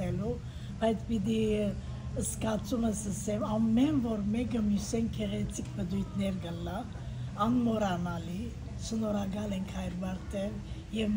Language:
Western Armenian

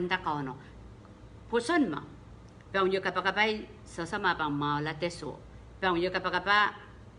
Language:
Pohnpeian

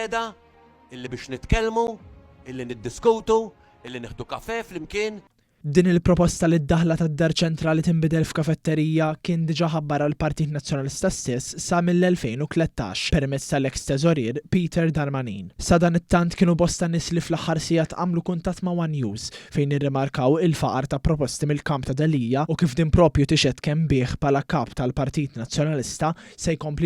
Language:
Maltese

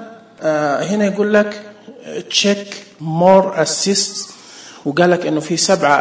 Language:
Najdi Arabic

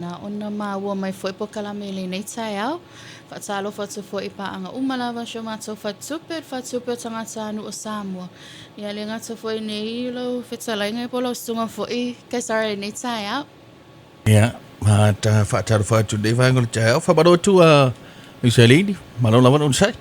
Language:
Samoan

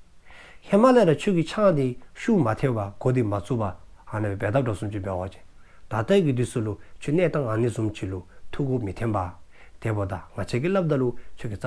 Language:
Dzongkha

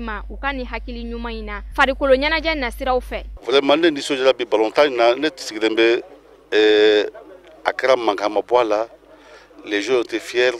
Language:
Bambara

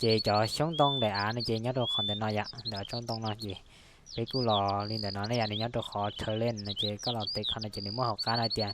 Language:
Hmong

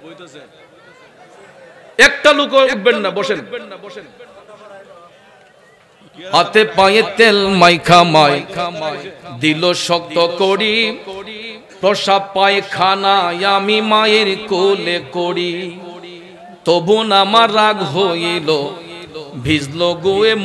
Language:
Bangla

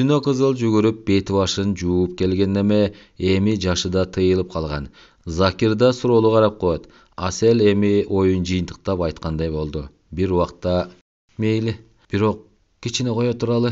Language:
Kyrgyz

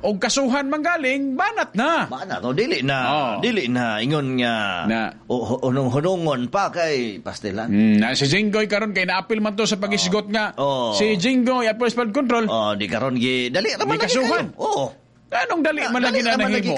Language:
Cebuano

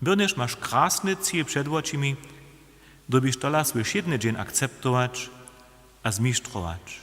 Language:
Upper Sorbian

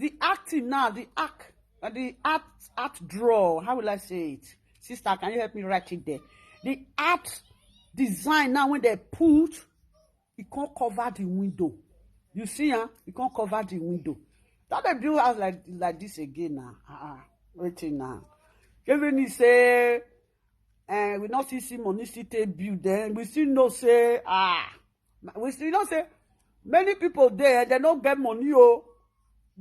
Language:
Nigerian Pidgin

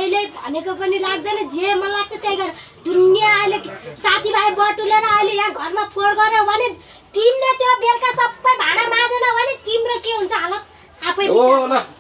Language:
Nepali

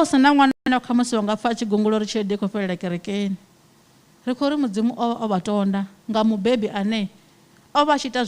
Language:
Venda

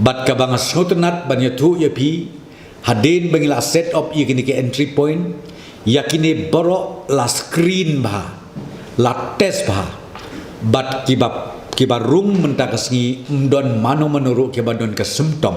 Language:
Khasi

